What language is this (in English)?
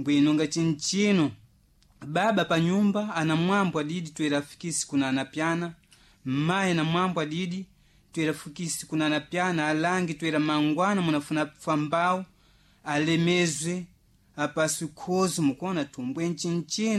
Sena